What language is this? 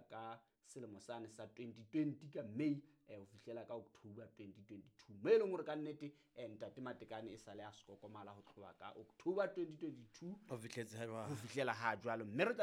Southern Sotho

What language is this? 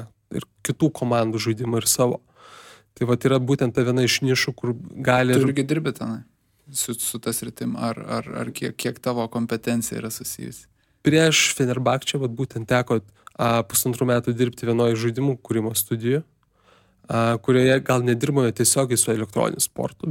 Lithuanian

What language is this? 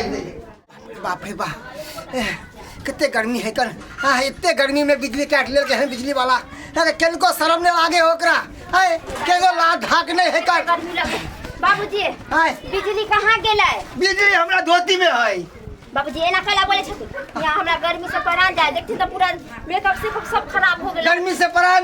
Maithili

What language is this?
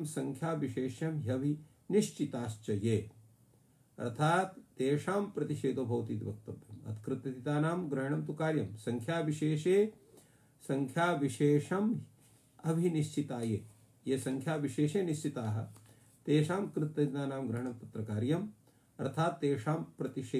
Sanskrit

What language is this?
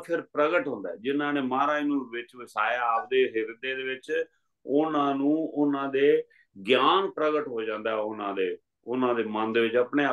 Punjabi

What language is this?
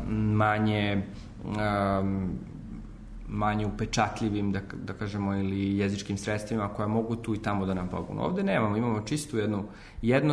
Serbian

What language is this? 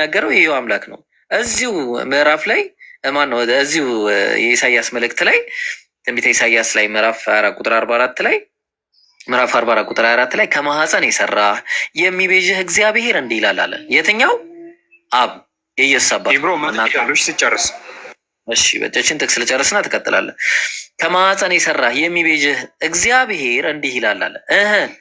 Amharic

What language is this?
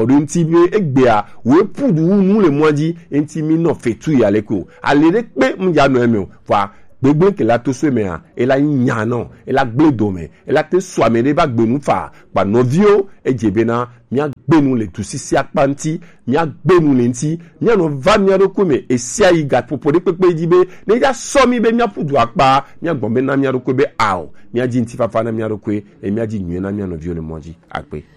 Gen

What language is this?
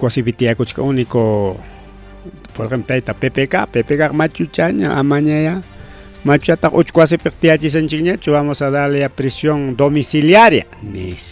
Ayacucho Quechua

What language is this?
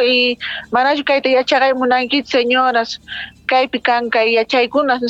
Quechua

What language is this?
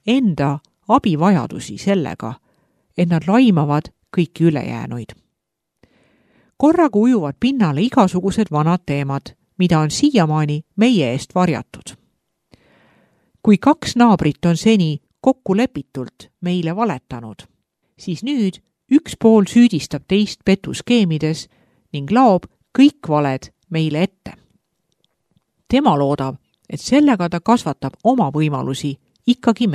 Estonian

